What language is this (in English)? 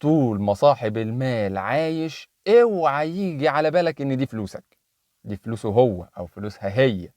Egyptian Arabic